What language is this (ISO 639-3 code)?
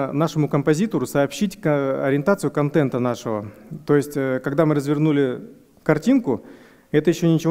rus